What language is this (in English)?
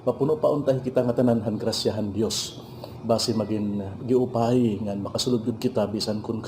Waray